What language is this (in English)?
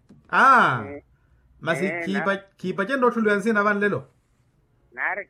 Makhuwa